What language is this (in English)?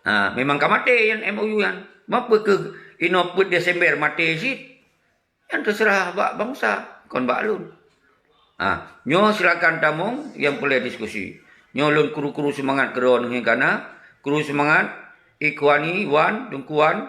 Achinese